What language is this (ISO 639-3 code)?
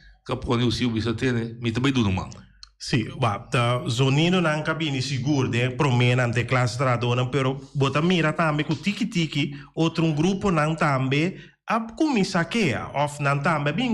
pap